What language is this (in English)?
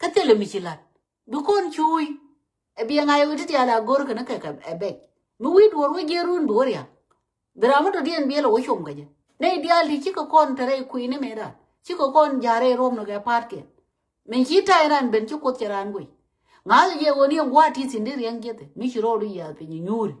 Nuer